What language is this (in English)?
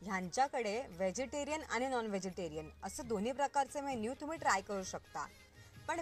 Marathi